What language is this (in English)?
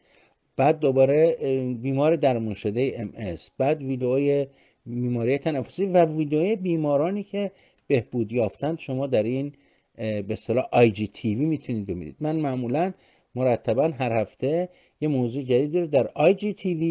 Persian